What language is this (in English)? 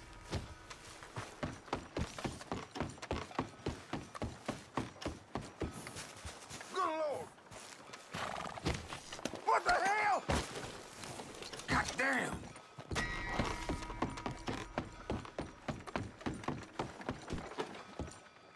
English